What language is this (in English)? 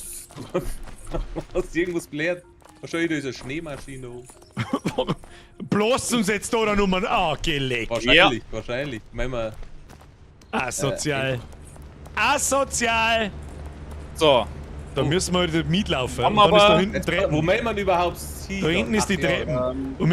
Bavarian